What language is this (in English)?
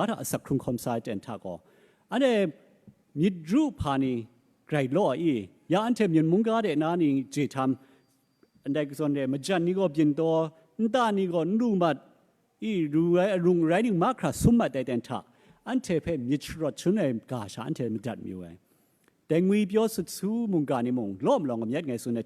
Kachin